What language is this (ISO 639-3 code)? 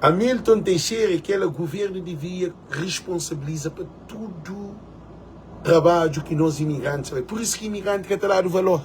kea